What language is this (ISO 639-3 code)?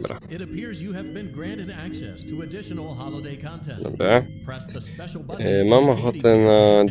pol